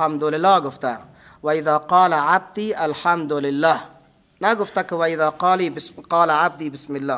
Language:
Persian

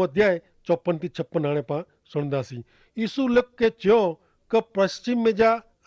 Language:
Kachhi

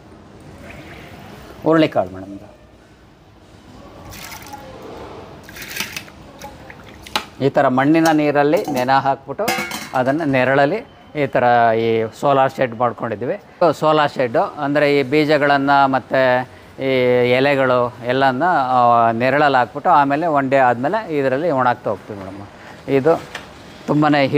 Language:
Kannada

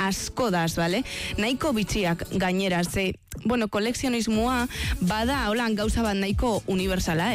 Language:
Basque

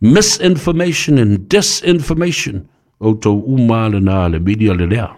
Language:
Samoan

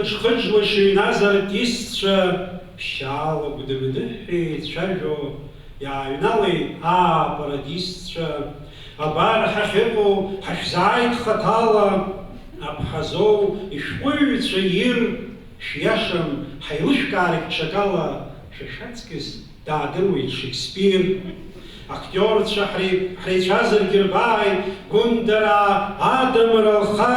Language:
Abkhazian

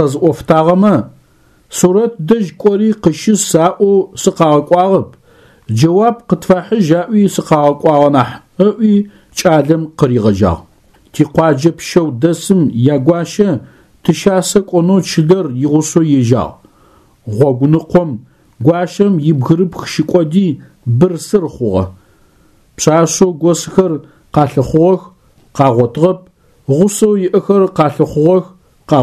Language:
Adyghe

